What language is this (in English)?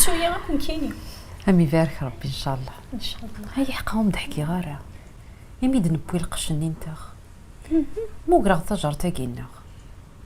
Kabyle